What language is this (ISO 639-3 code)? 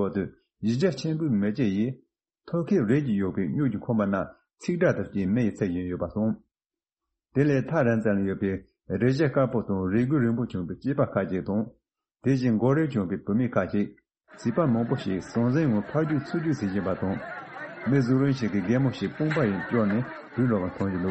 bod